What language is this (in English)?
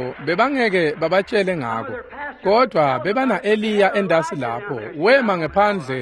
Swati